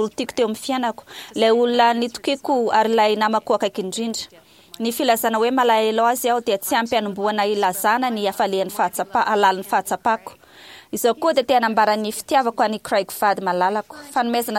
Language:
Malagasy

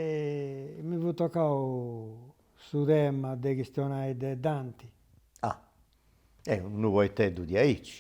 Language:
Sardinian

